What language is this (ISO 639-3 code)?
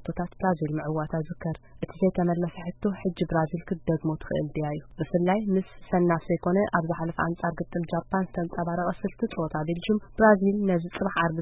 tir